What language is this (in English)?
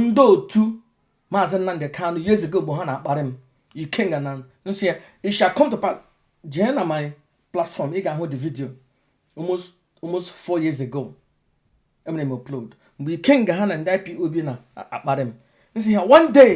Igbo